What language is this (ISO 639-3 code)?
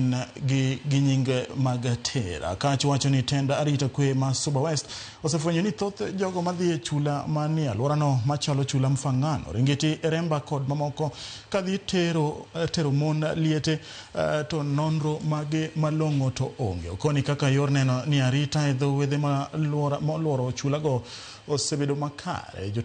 luo